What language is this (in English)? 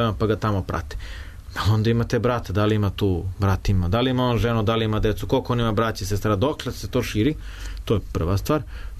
Serbian